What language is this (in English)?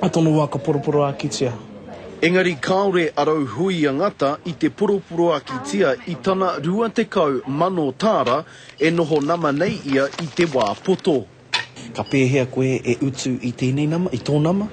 Māori